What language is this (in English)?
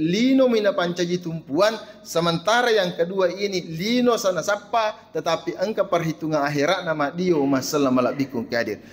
Buginese